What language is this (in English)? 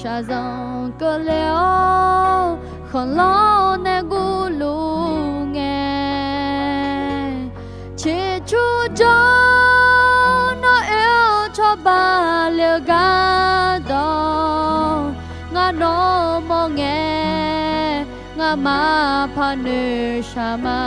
Akha